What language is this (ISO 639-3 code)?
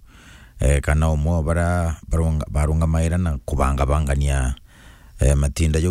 mer